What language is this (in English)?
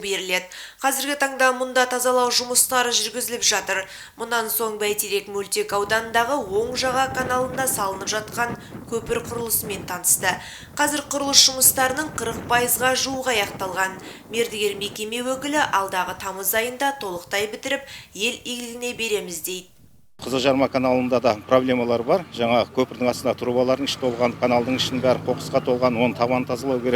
Kazakh